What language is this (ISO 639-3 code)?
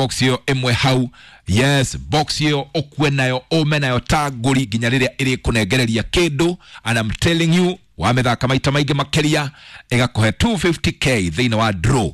kik